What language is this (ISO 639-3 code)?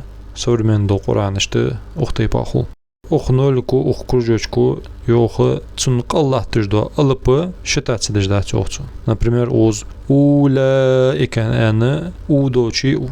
inh